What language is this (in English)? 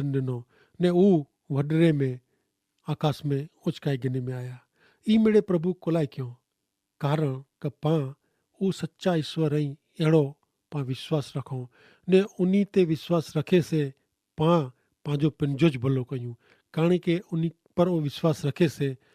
Kachhi